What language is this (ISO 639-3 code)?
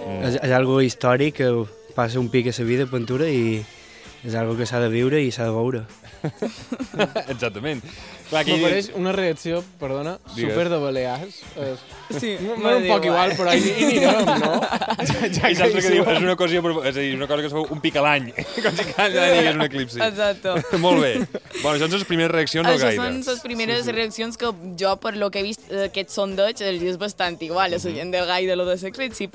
cat